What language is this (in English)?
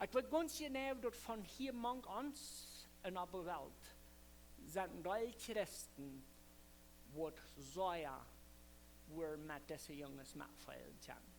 Plautdietsch